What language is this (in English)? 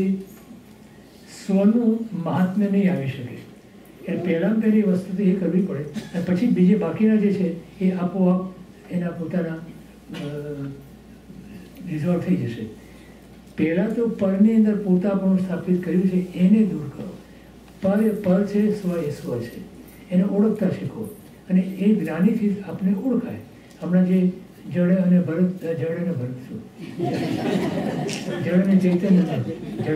Gujarati